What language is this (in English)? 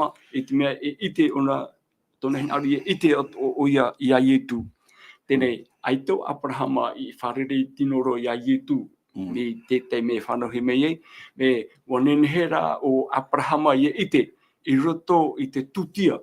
Tahitian